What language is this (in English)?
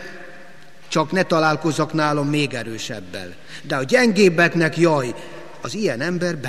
Hungarian